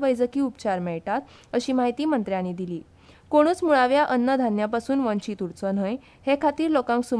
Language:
Konkani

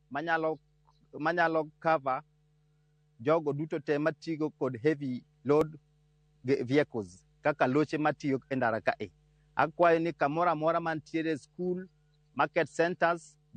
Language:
Luo (Kenya and Tanzania)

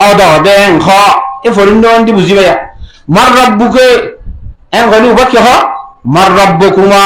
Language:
Rohingya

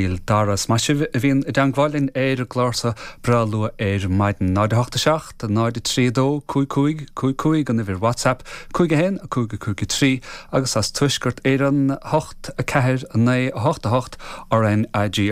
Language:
Irish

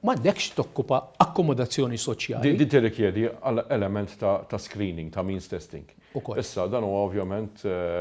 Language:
Maltese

